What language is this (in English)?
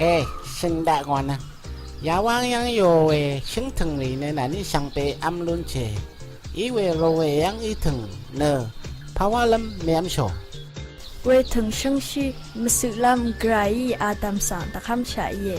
Rawang